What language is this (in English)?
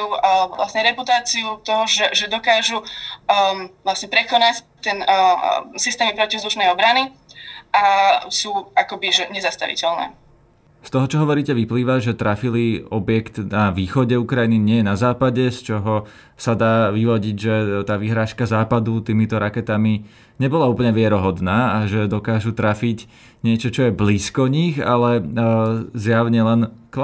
Slovak